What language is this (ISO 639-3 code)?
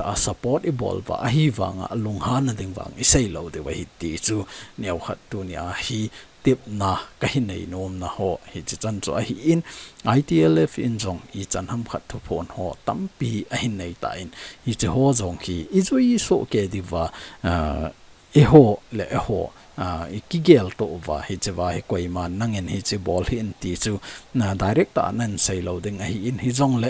tcz